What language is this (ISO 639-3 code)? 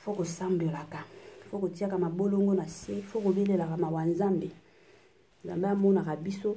lin